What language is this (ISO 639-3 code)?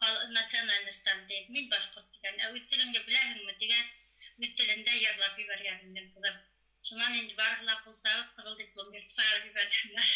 bak